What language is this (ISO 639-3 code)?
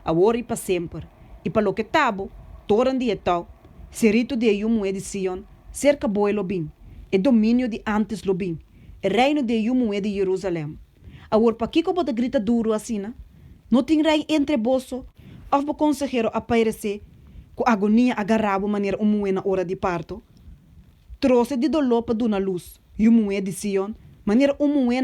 pap